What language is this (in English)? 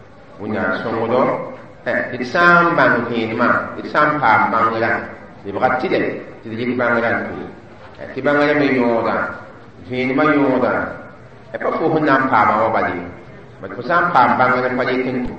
Mossi